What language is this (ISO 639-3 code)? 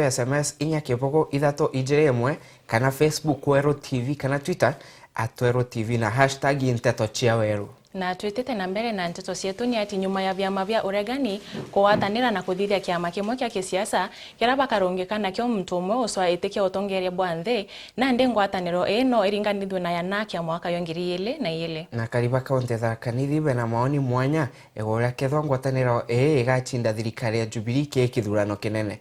mer